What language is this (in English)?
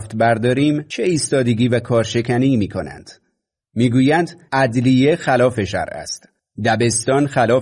Persian